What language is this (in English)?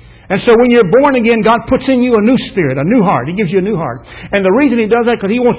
English